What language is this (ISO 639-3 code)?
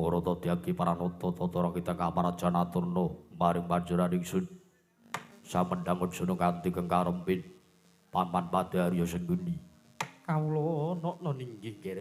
jav